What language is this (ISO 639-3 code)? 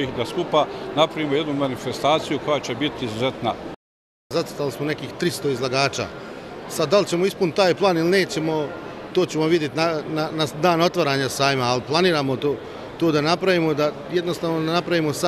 bos